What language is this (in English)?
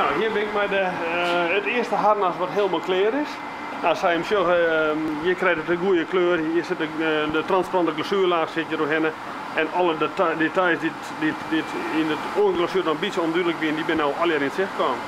Western Frisian